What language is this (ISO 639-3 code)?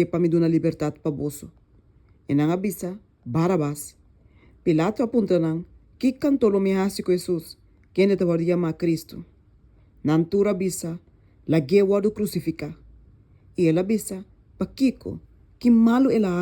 pap